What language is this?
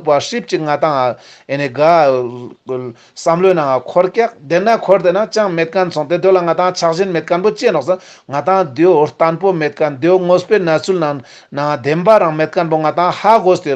Ladakhi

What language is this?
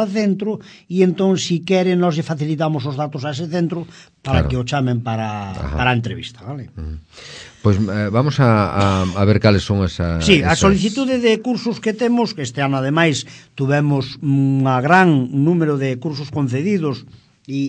Galician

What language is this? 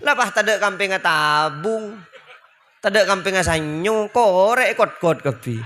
Madurese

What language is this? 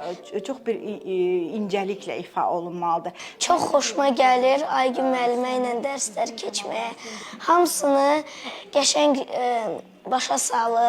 Azerbaijani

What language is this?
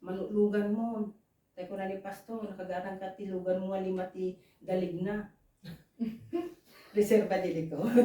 Iloko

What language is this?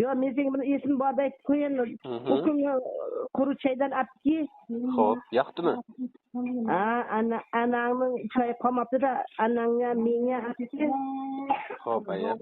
Uzbek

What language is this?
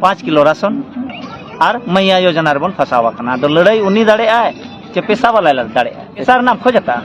Santali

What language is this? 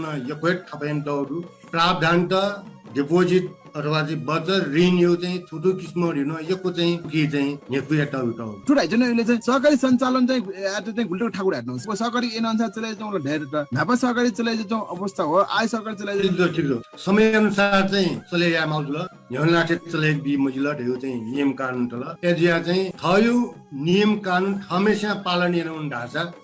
Newari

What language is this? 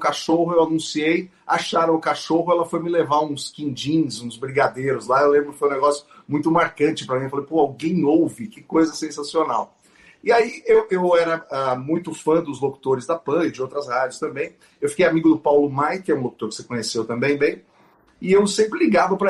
Portuguese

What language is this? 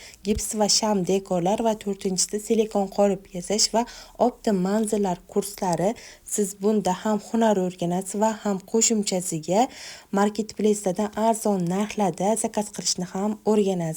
Uzbek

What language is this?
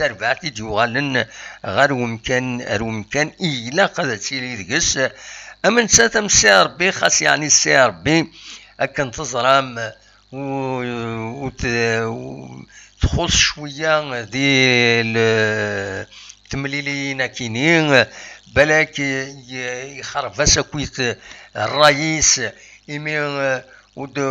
Kabyle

